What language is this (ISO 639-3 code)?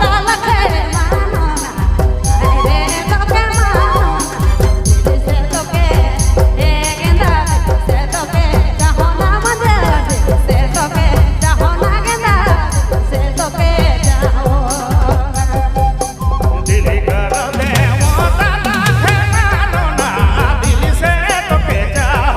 sck